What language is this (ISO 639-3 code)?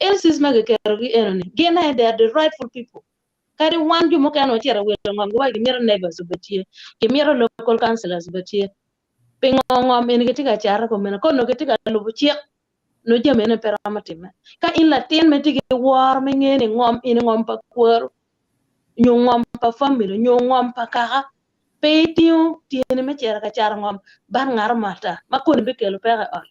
ach